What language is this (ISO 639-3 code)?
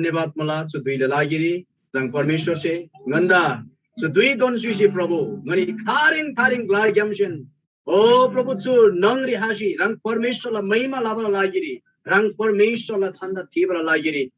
taj